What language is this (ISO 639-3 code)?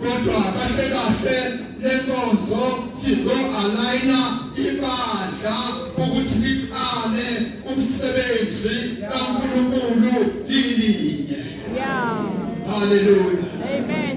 zul